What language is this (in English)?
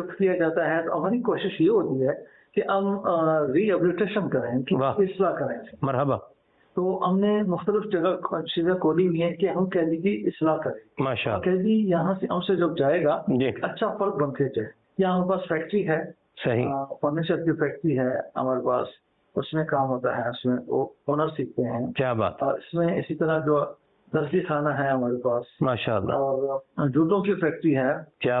Urdu